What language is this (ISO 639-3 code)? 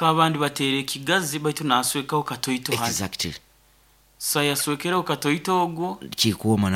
nyn